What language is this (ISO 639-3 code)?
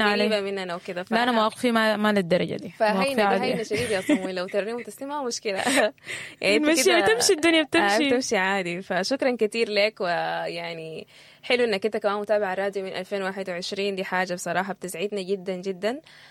apd